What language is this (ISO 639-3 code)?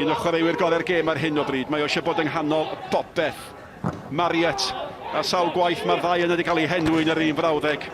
cym